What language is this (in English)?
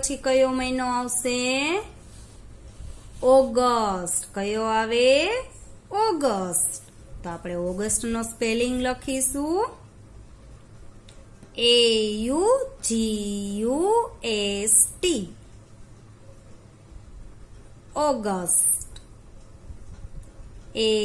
Gujarati